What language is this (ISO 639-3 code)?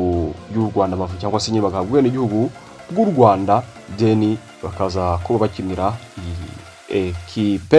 kin